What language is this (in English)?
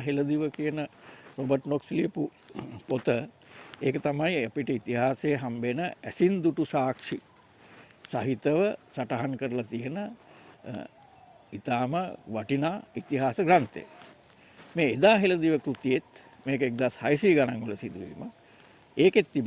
Sinhala